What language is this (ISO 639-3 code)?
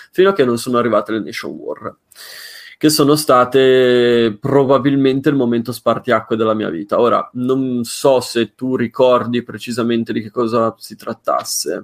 ita